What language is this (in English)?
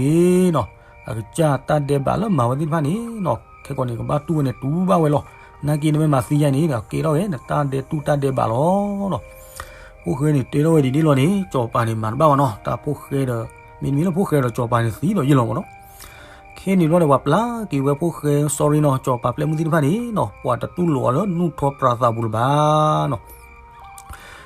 S'gaw Karen